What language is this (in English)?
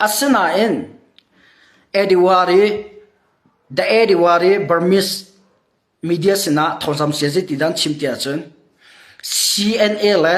Hakha Chin